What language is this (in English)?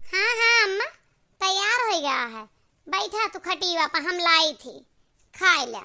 Awadhi